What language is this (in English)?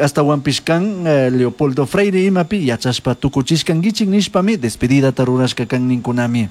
Chimborazo Highland Quichua